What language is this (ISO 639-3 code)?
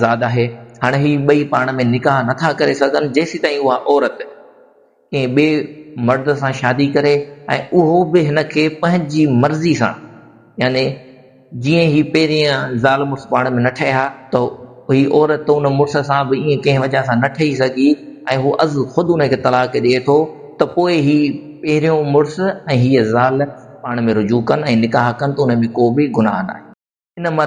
snd